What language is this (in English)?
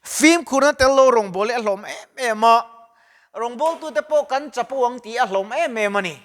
Mizo